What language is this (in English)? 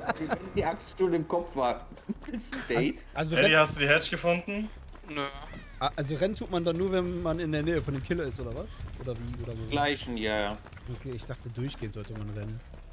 German